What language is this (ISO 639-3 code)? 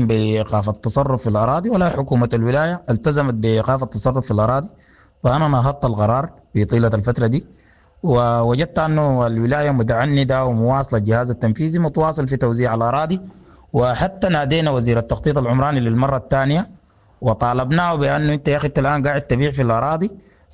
apd